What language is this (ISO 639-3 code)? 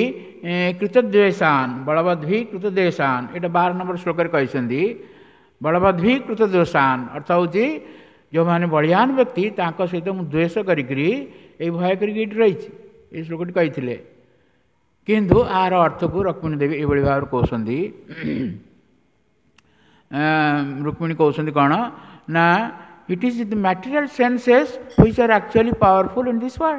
ori